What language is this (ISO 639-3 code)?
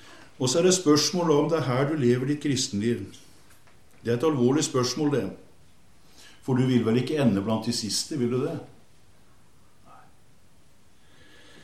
nor